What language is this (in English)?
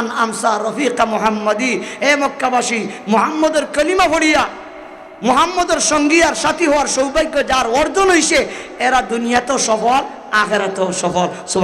Sylheti